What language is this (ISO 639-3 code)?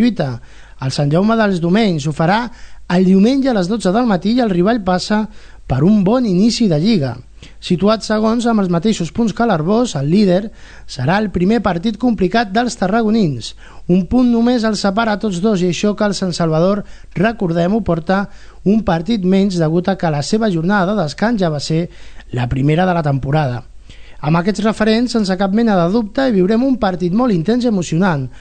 cat